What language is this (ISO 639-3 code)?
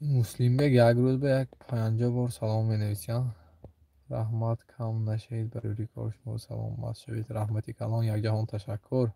tgk